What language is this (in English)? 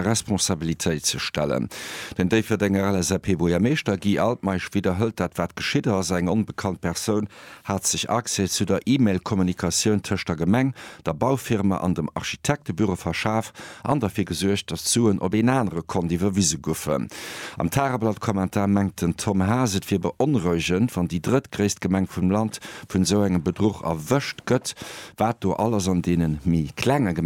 Luxembourgish